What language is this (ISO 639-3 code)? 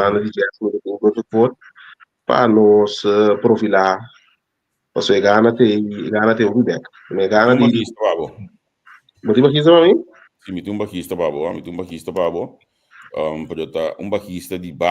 pap